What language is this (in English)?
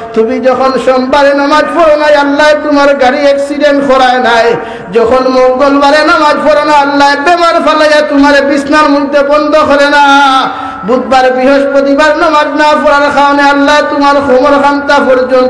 Sylheti